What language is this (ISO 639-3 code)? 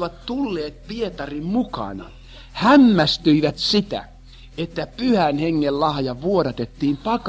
fin